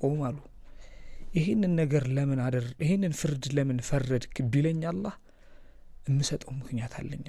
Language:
Amharic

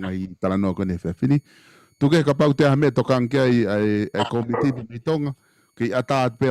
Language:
Tongan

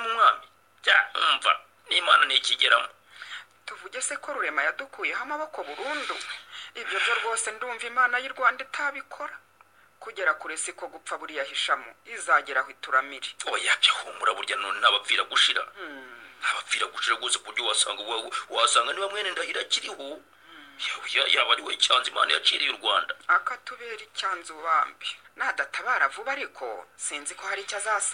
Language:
Kinyarwanda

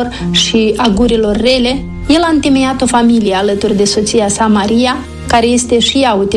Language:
Romanian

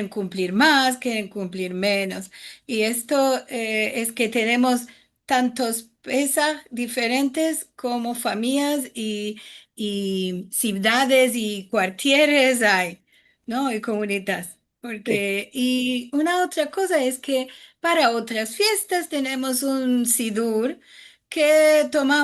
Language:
Ladino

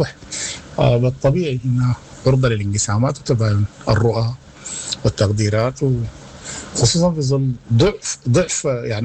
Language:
Sudanese Arabic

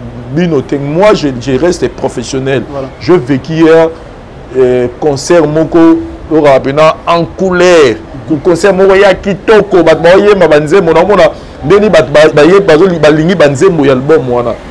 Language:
Lingala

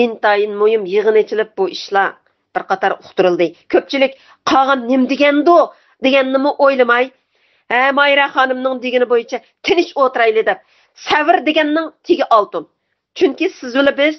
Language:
Uyghur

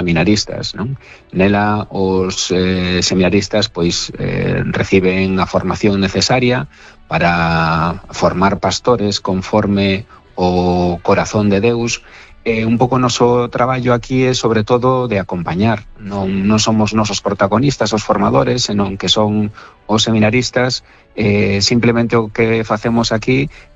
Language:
Galician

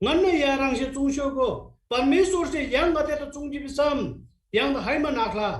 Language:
Eastern Tamang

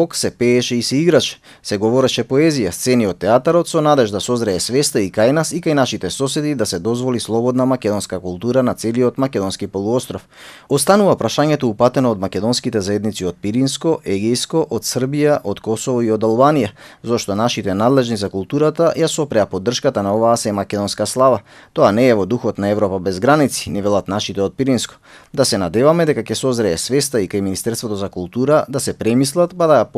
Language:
Macedonian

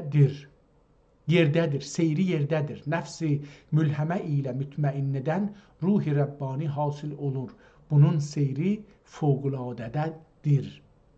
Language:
South Azerbaijani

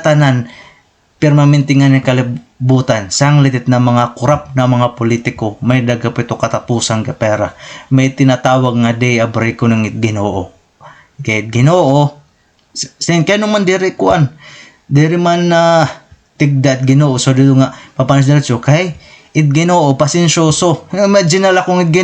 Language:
Waray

